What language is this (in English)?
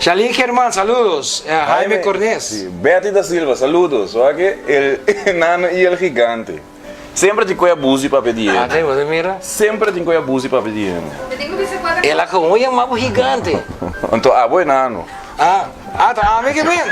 Papiamento